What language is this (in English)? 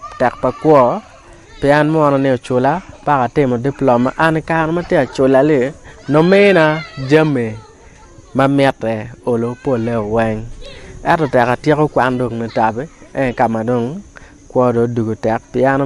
Acoli